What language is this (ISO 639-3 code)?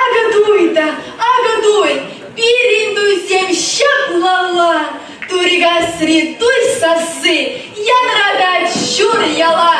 chv